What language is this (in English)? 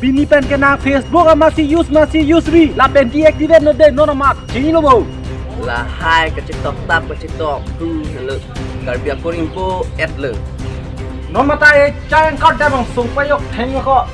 Karbi